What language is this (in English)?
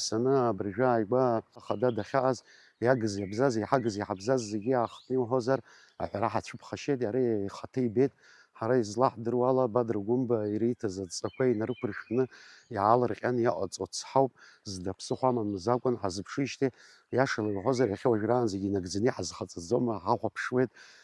Abkhazian